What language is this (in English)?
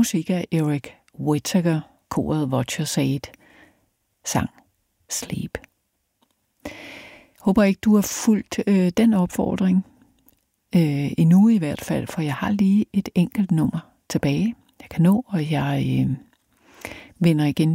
Danish